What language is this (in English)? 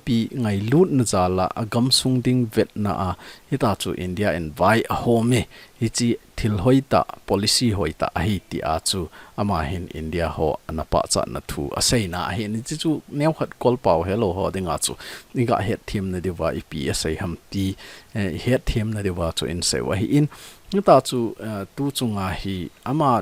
Thado Chin